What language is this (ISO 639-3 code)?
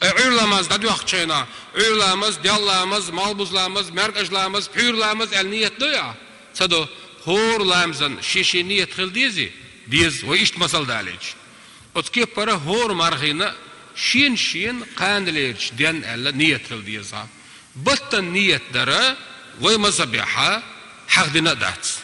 che